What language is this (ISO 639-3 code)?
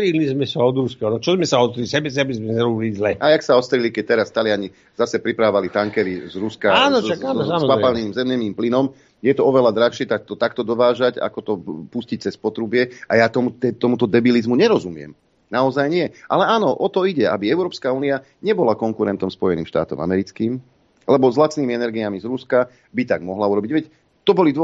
slk